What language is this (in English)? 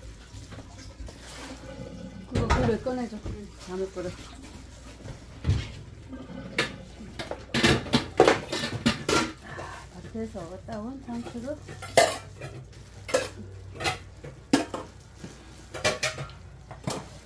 Korean